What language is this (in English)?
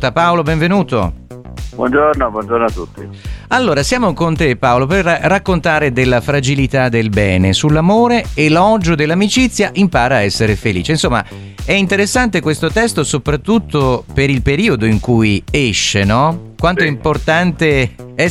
Italian